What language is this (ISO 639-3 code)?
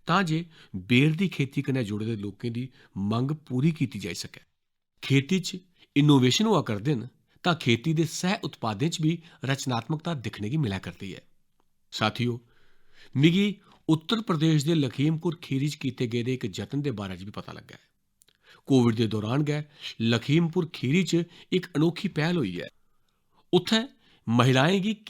doi